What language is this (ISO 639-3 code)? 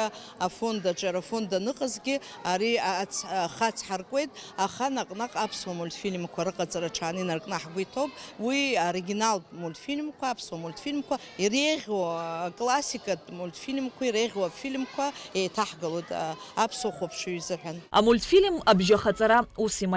abk